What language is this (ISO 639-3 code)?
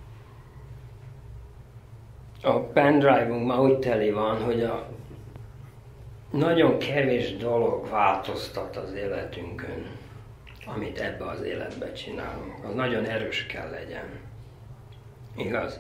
hun